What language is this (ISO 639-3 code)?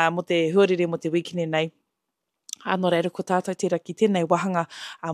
mri